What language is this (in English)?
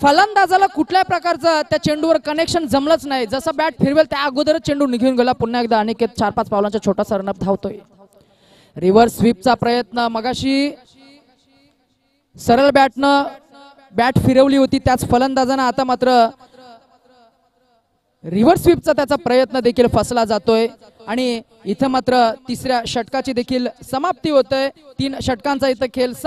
Marathi